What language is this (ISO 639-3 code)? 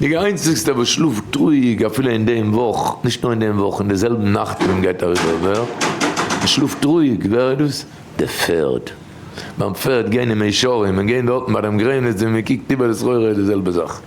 yid